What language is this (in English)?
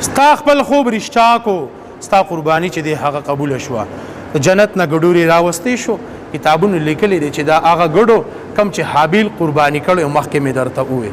Pashto